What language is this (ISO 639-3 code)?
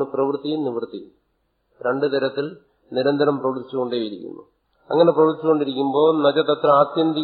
mal